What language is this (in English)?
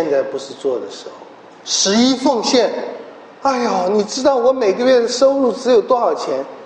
Chinese